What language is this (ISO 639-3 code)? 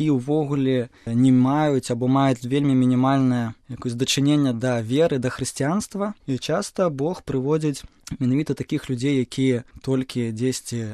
bel